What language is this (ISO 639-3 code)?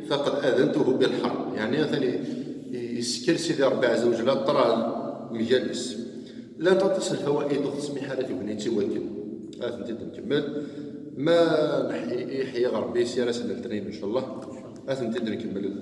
kab